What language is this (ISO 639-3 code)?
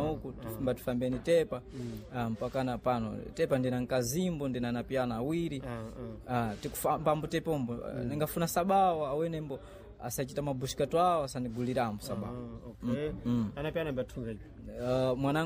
seh